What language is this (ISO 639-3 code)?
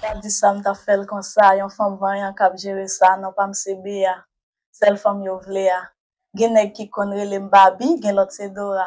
hat